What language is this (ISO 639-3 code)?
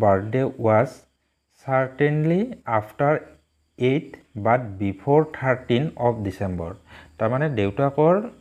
asm